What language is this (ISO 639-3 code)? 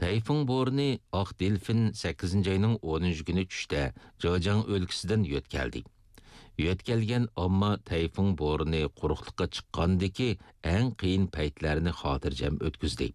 uig